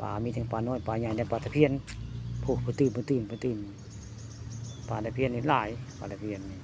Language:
Northeastern Thai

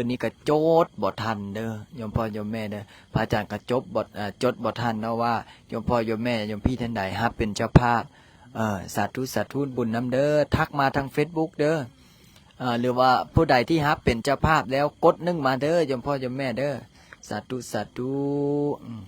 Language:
Lao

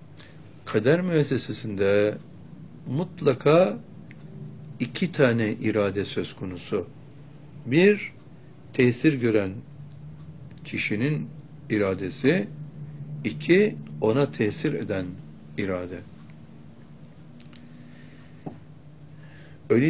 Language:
Turkish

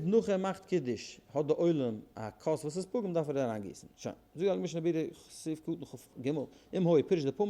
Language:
Yiddish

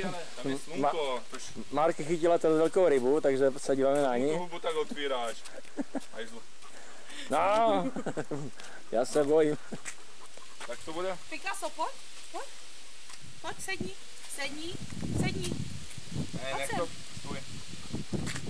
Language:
Czech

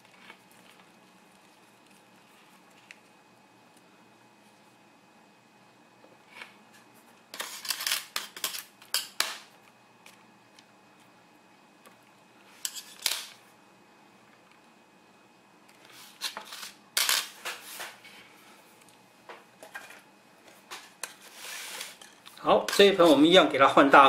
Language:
Chinese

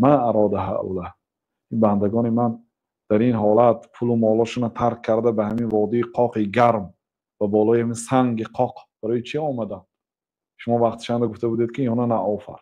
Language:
Tajik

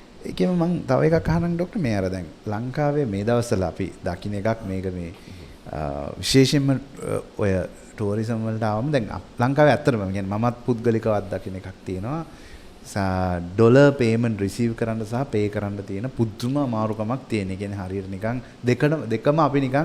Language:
Sinhala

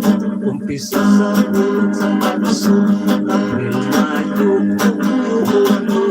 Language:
Hiligaynon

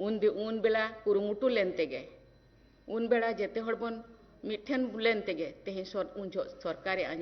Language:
Santali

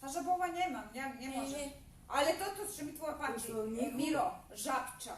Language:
Rusyn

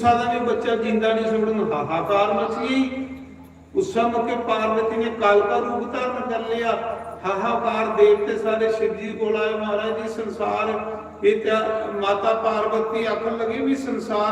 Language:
Dogri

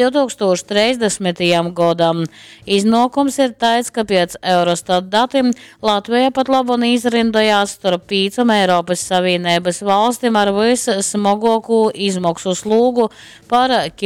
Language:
Latgalian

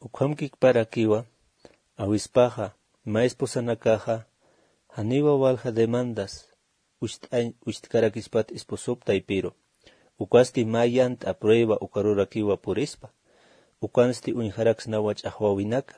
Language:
Aymara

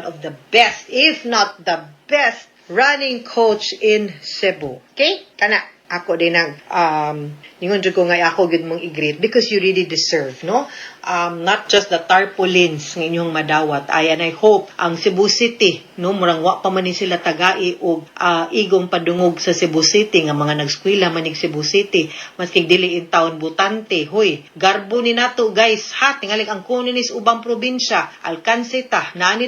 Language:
Cebuano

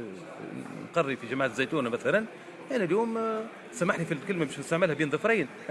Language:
Tunisian Arabic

